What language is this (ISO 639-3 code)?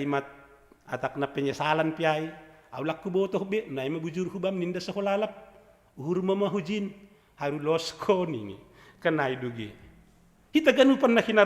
bts